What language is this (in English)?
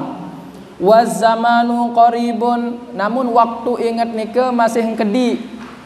Sasak